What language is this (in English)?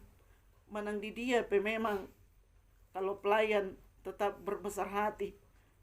Batak Toba